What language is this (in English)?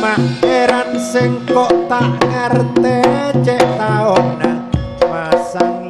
Madurese